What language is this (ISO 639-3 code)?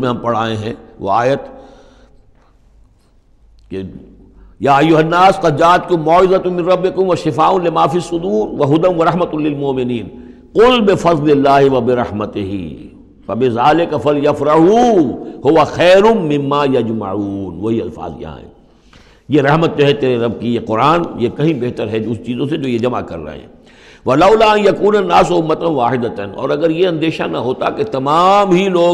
urd